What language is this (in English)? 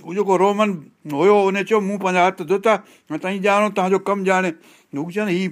Sindhi